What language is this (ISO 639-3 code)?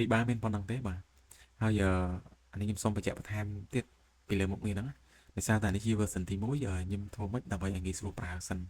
khm